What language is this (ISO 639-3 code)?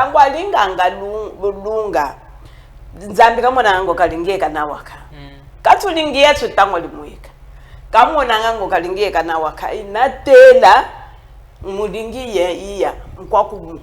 cjk